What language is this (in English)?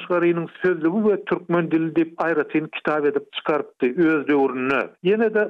Turkmen